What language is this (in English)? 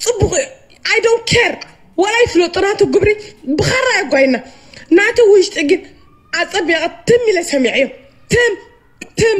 Tigrinya